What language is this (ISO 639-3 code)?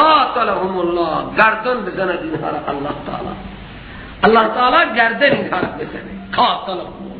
fas